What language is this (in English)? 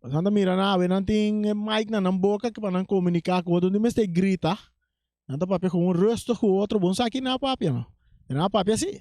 Papiamento